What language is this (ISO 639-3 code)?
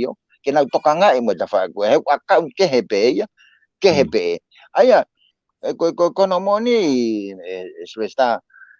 ton